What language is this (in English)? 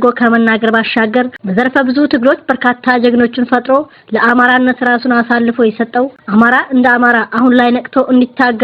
Amharic